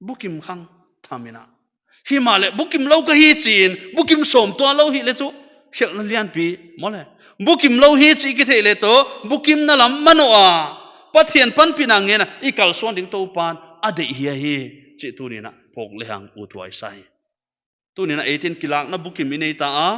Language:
Paite Chin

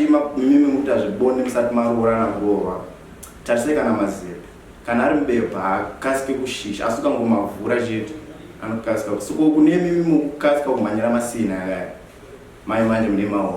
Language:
Shona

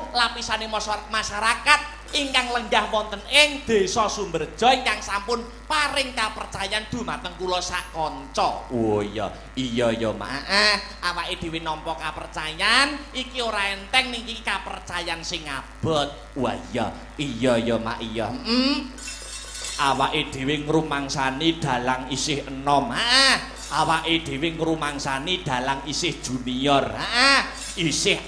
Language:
Javanese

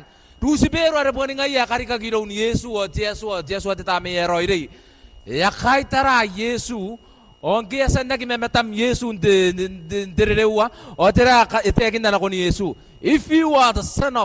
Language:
Gilbertese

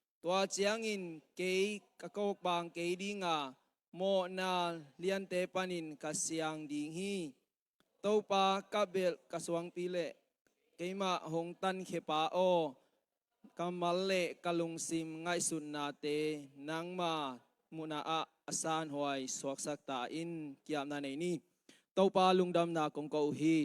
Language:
Tedim Chin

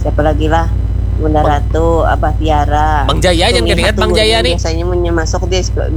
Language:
Banjar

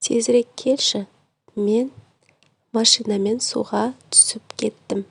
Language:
Kazakh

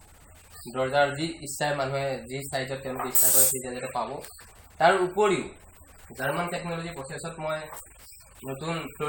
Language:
Assamese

